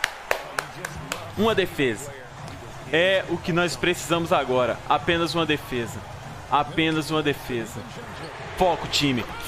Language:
Portuguese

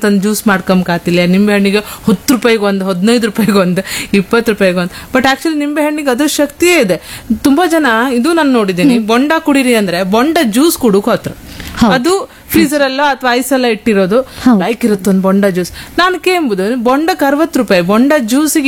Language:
Kannada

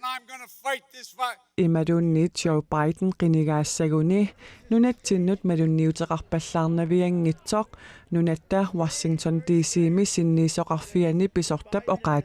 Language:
Kalaallisut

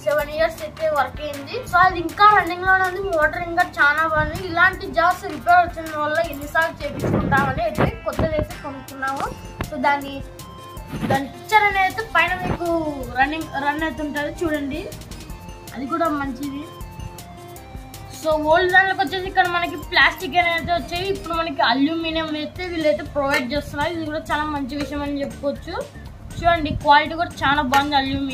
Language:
Telugu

